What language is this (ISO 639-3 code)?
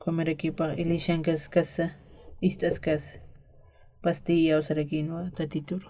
aym